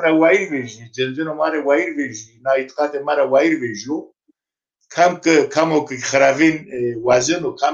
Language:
Zaza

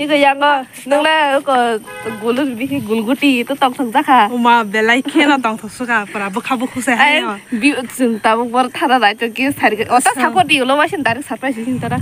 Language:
Kok Borok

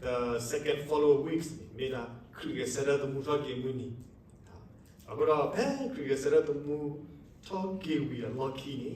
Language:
S'gaw Karen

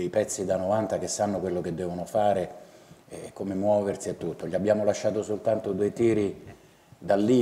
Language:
Italian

